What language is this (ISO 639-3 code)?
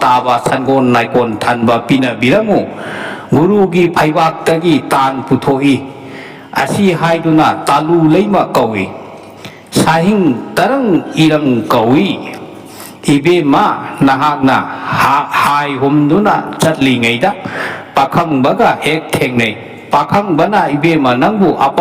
mni